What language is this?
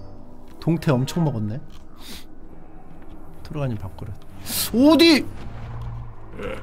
Korean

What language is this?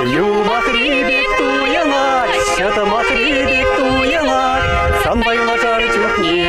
Chuvash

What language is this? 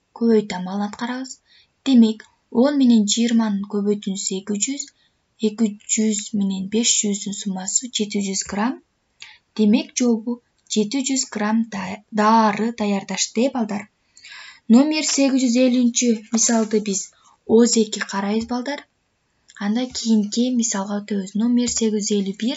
Kyrgyz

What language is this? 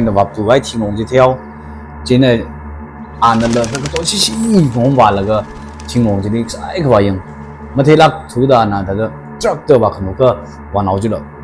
Tangkhul Naga (India)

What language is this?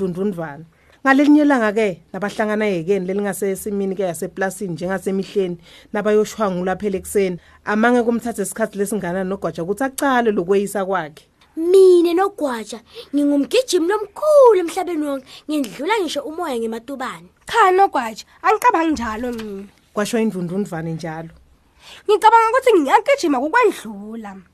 Swati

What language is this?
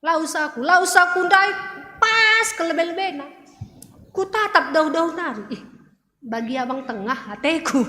Batak Karo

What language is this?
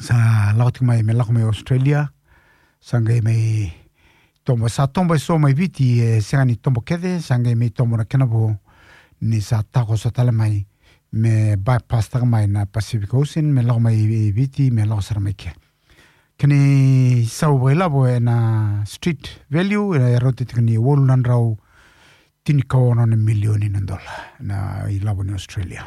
Fijian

